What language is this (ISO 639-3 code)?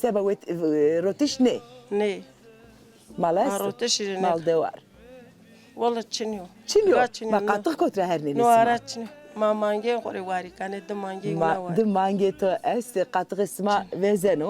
zza